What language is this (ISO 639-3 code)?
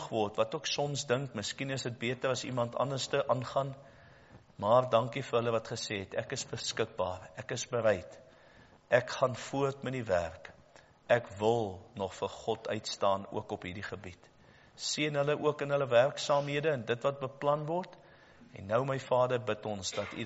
afr